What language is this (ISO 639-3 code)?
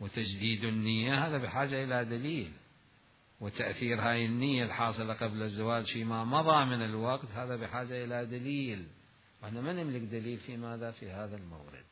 acm